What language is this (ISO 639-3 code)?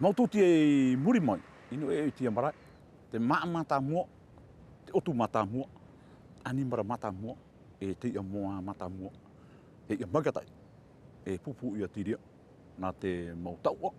tah